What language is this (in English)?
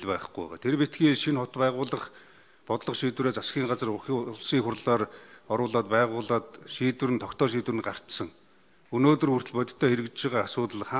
Mongolian